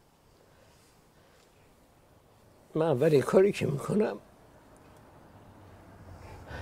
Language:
Persian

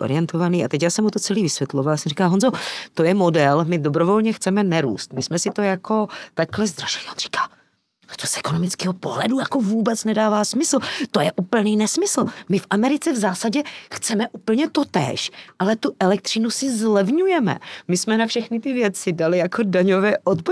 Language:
Czech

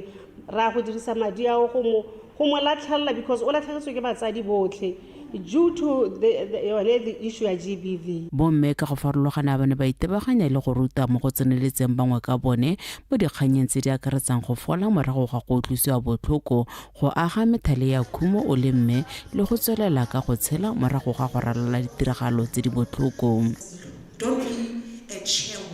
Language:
Tswana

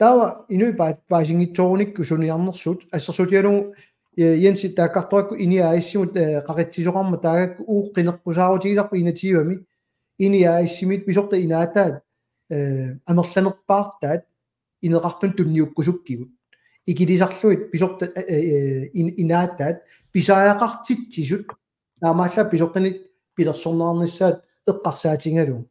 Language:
Kalaallisut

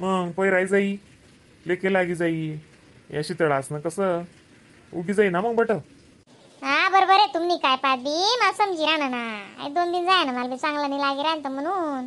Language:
Khandesi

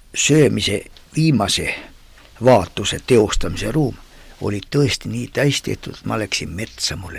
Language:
Estonian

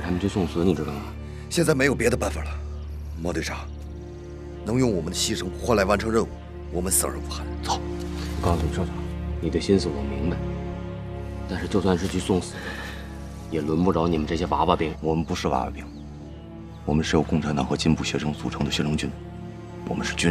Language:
Chinese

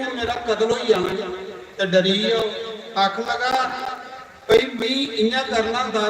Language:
Dogri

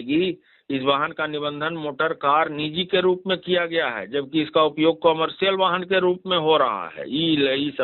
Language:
Magahi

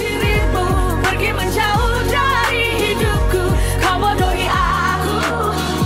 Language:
Indonesian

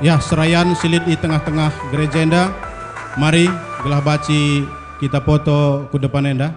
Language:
Batak Karo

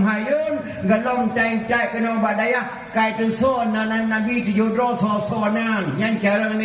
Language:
Achinese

